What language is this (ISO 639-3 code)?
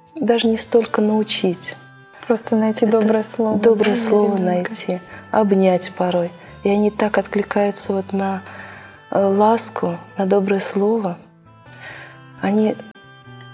rus